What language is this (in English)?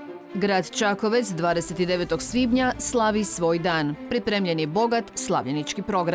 Croatian